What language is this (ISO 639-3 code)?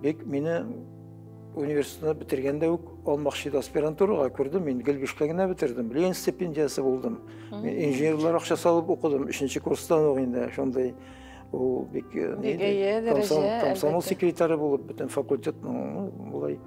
tat